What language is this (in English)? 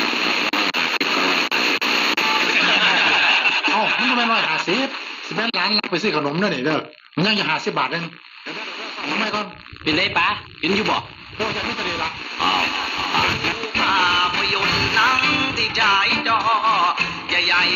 Lao